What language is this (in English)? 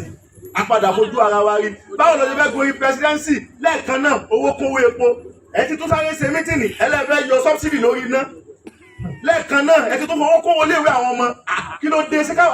Yoruba